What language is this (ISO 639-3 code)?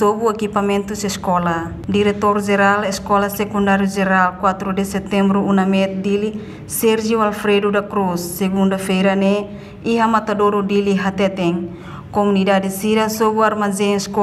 tet